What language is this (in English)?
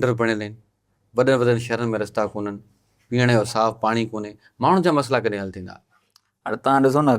Sindhi